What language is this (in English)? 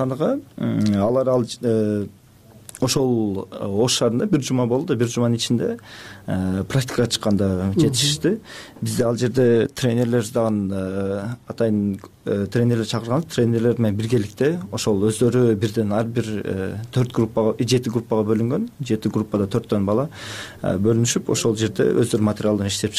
Kyrgyz